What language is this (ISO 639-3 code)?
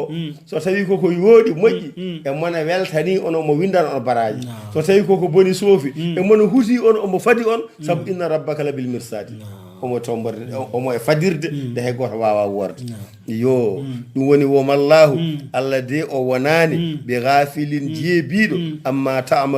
ful